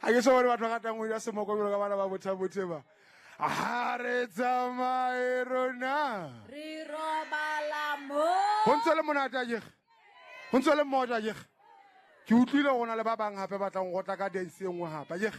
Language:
Southern Sotho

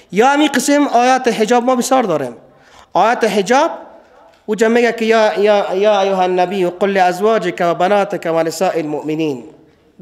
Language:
Persian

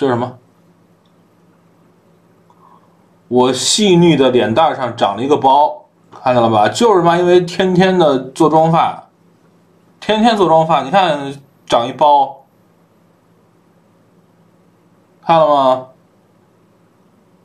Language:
Chinese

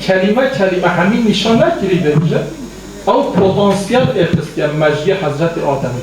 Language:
Kurdish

